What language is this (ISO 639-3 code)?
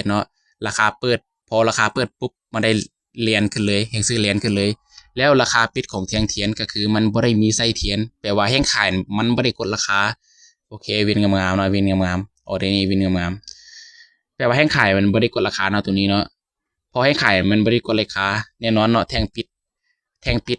lao